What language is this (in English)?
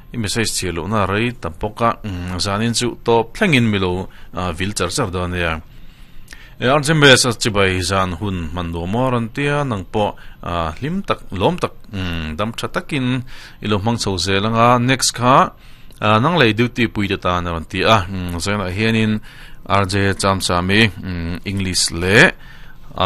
Mizo